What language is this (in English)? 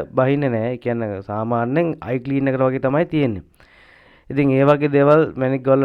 Sinhala